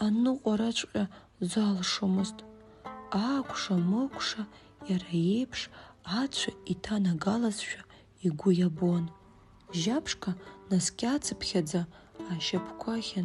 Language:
Abkhazian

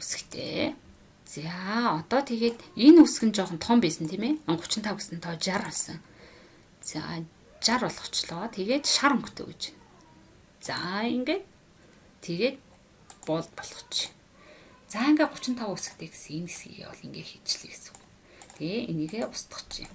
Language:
Mongolian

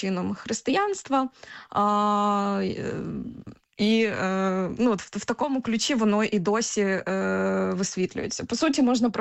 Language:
Ukrainian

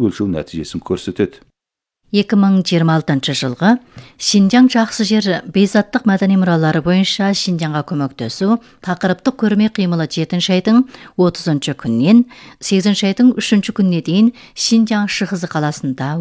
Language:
Kazakh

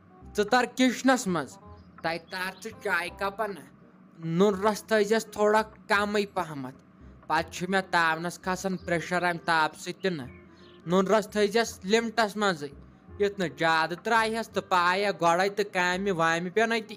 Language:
Kashmiri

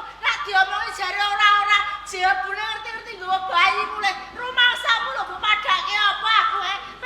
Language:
Javanese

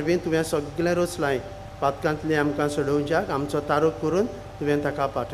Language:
Konkani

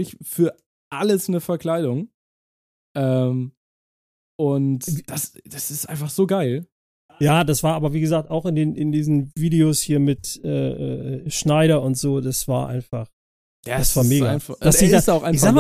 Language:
German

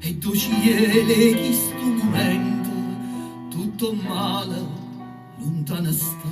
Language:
Neapolitan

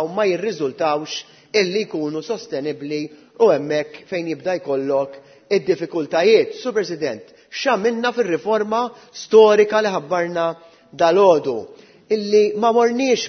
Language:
Maltese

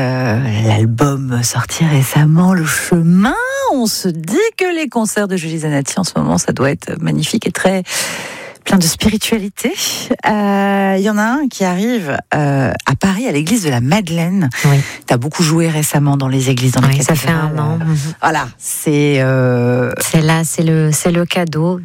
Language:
French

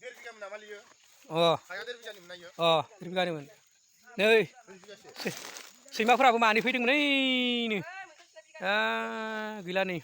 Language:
Bodo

